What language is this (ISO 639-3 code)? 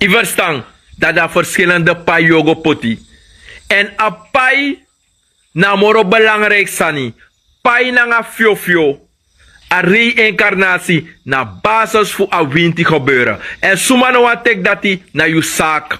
srn